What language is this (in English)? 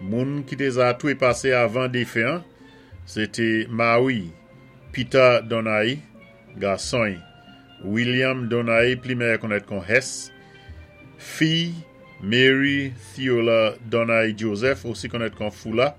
Saint Lucian Creole French